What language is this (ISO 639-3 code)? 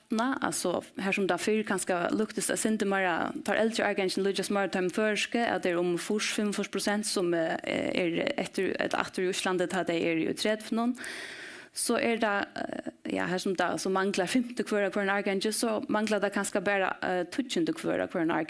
fao